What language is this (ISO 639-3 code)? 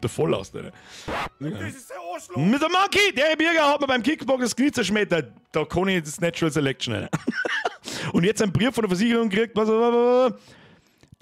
bar